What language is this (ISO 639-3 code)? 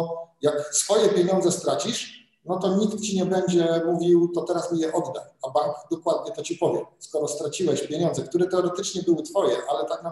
pol